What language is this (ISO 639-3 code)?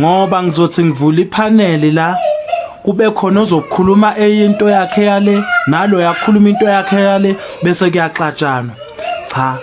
zul